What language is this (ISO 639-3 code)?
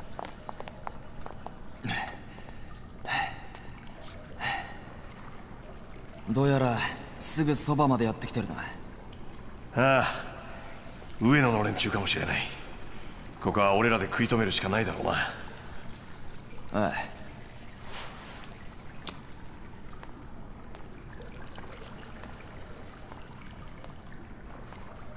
jpn